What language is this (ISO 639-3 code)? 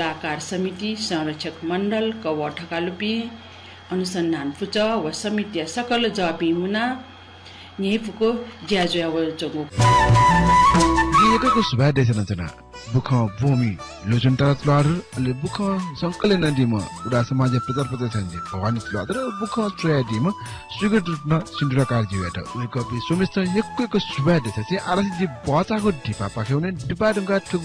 new